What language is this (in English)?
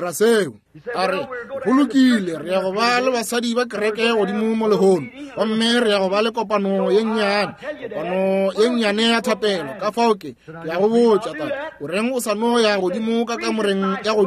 Northern Sotho